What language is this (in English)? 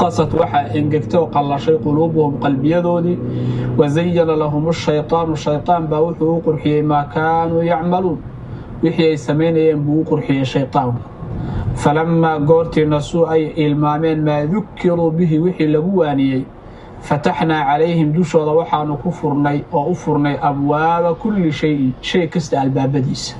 Somali